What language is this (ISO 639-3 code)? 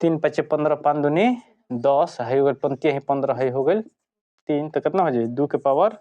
bho